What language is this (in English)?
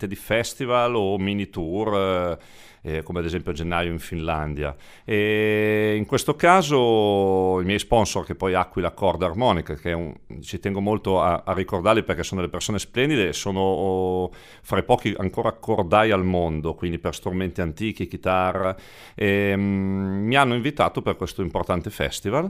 Italian